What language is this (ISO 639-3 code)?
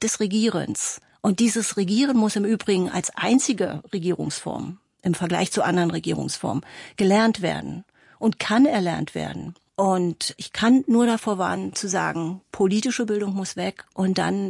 deu